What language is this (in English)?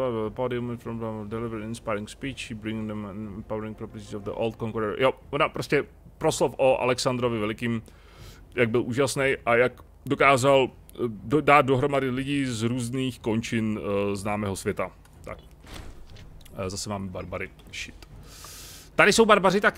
Czech